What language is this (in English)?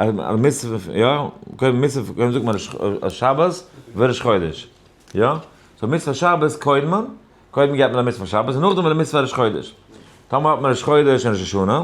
Yiddish